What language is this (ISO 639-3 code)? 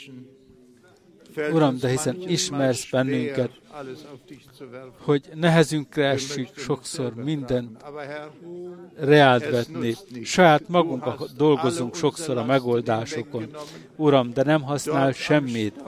hun